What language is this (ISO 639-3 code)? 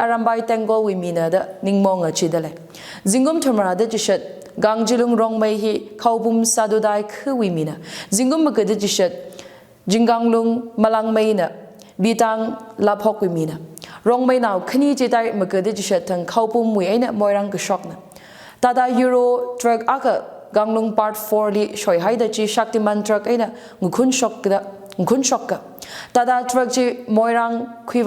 nmf